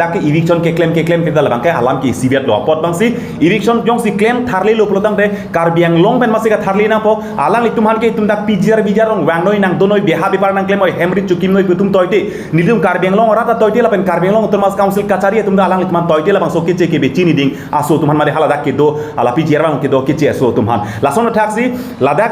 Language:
Karbi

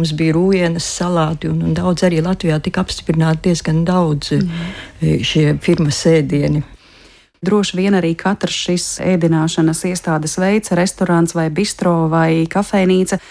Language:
Latvian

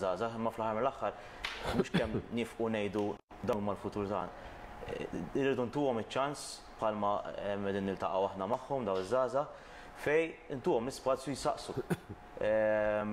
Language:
Maltese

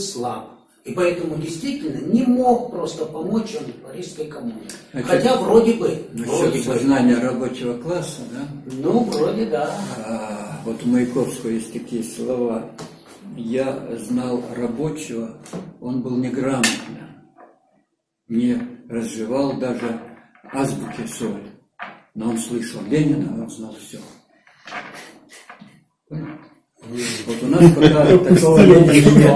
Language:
Russian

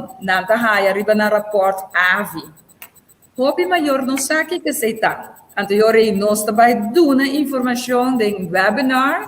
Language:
Papiamento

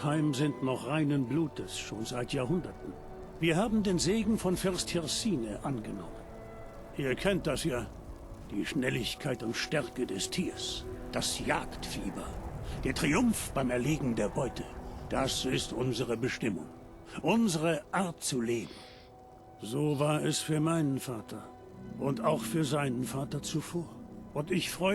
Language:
Bavarian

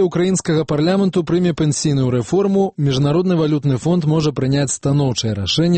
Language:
Belarusian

